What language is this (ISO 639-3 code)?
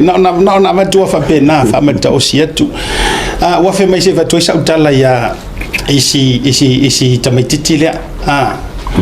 smo